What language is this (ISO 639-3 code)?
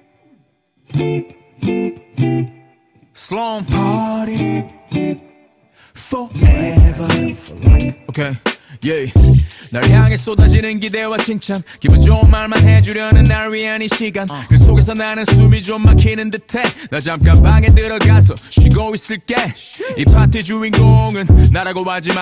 kor